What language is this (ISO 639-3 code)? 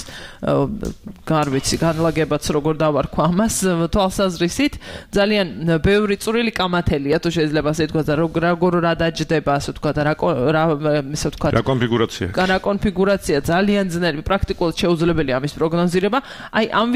kat